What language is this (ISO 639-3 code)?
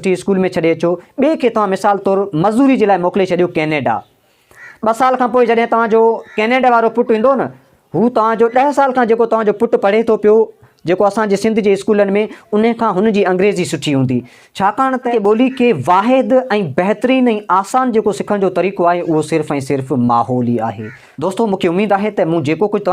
snd